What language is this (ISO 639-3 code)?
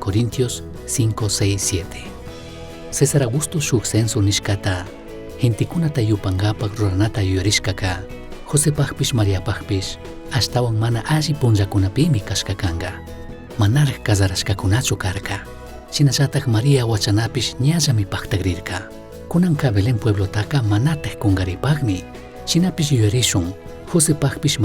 qug